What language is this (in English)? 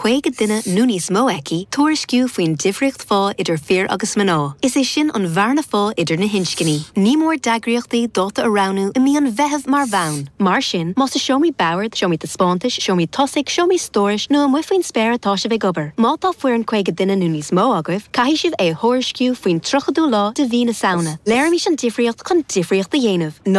Irish